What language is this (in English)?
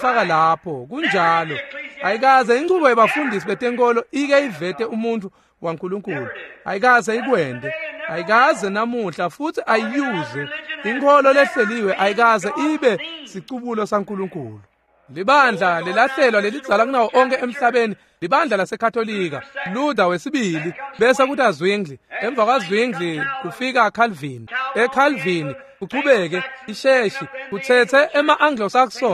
Swati